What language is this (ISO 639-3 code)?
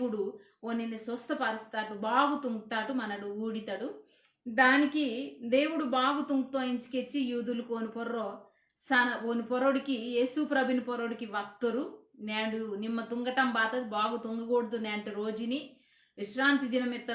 kff